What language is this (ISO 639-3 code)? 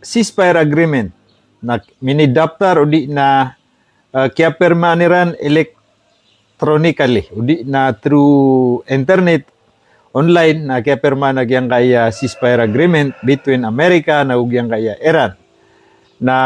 mrw